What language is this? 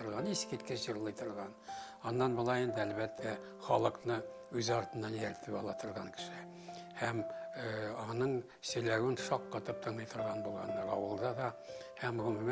Tatar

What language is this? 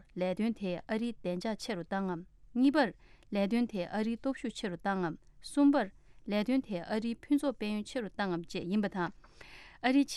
Tibetan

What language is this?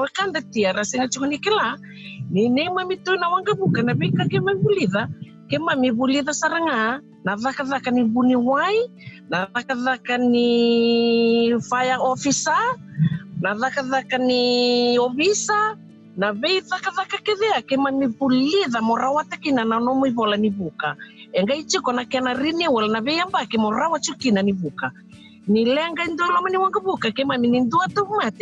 Fijian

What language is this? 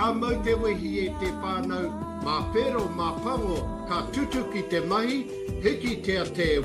Māori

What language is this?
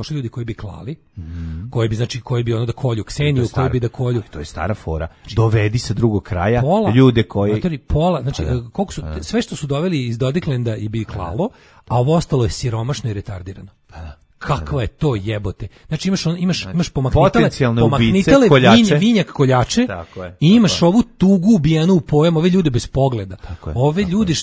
Serbian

